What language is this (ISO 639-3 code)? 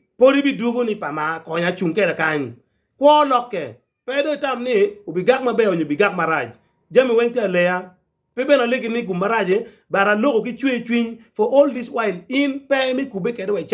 ach